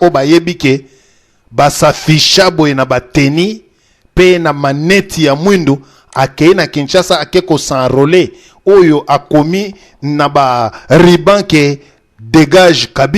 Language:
Lingala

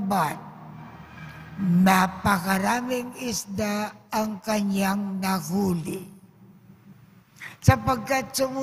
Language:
Filipino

